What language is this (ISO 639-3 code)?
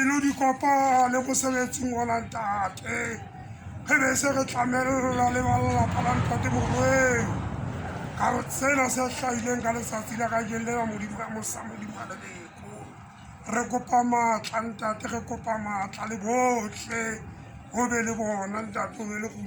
sot